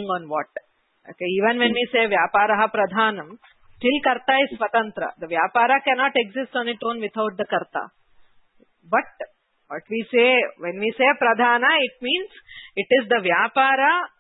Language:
Sanskrit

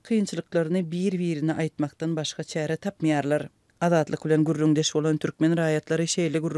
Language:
Turkmen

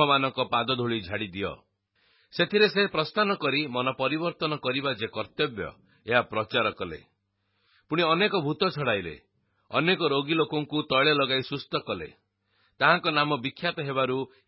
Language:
Odia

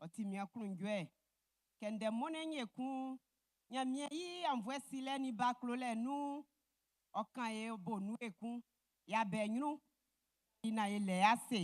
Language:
Baoulé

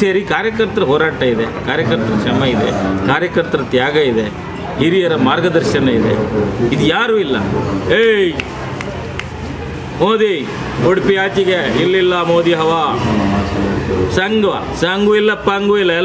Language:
Kannada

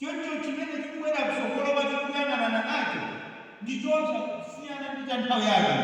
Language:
Nyanja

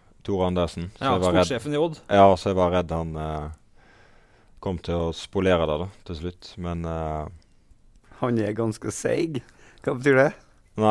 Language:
Norwegian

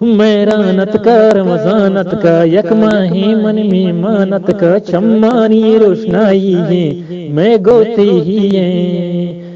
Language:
Eastern Balochi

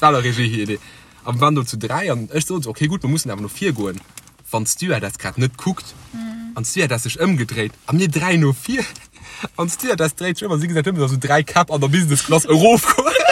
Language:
Luxembourgish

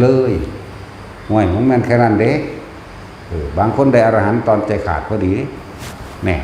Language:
Northeastern Thai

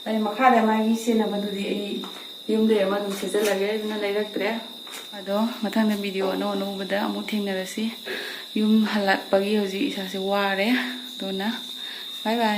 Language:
Manipuri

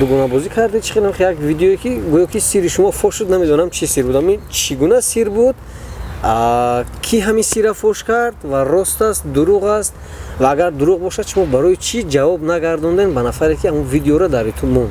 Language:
Tajik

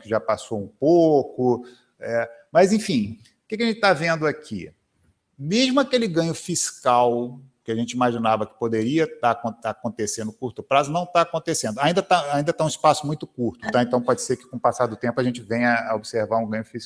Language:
Portuguese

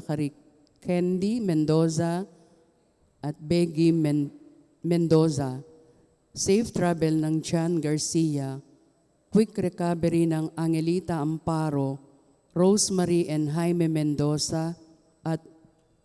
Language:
Pampanga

